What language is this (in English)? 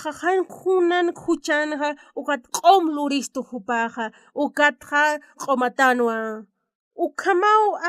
Aymara